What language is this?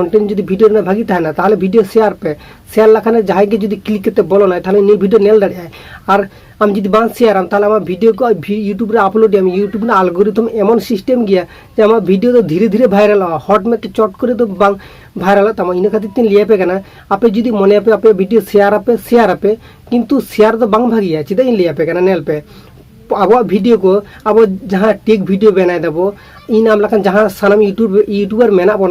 Santali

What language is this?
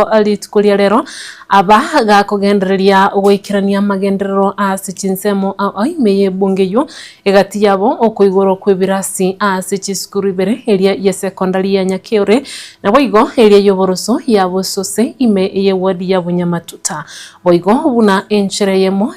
Gusii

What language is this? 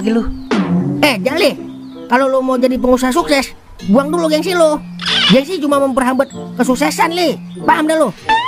Betawi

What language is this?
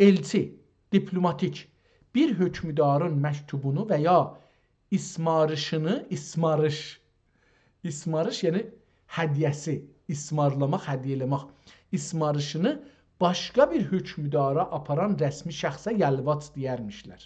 South Azerbaijani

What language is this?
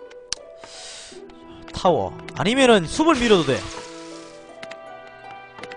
Korean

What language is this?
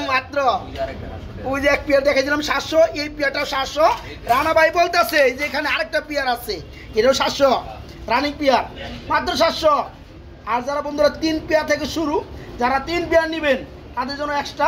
Bangla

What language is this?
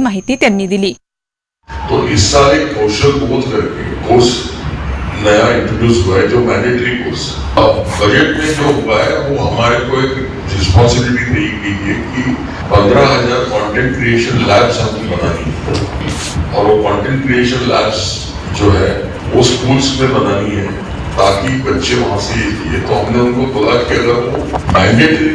Marathi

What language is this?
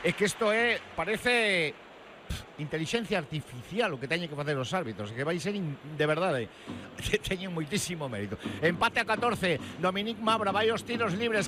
Galician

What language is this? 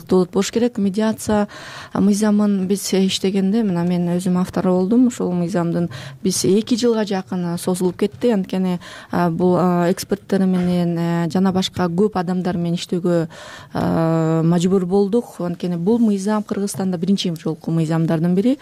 Kyrgyz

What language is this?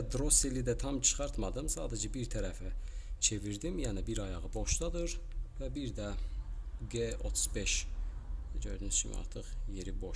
Azerbaijani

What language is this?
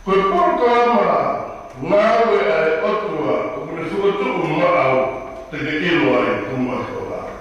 Tongan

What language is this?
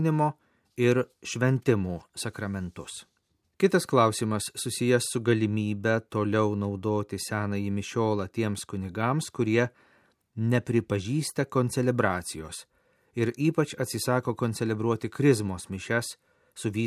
Lithuanian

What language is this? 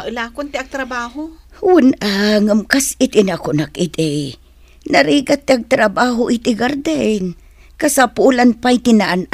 Iloko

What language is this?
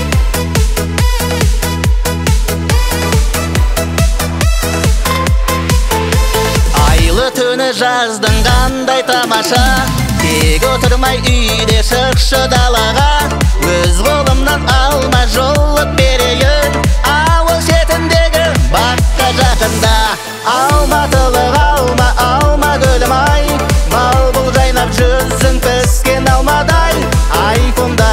Kazakh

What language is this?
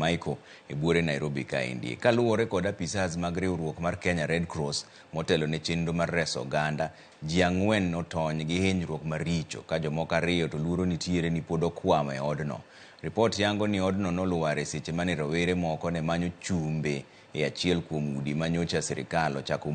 Luo (Kenya and Tanzania)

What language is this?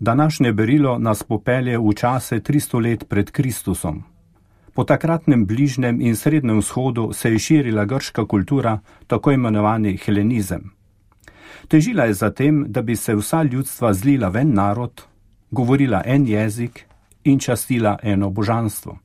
Slovenian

